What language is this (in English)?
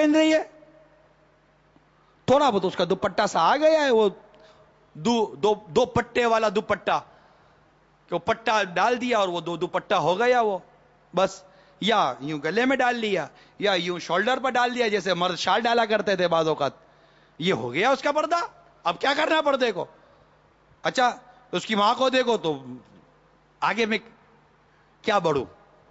Urdu